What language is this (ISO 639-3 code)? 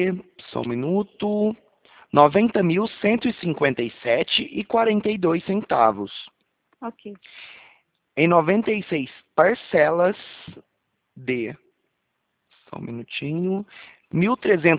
por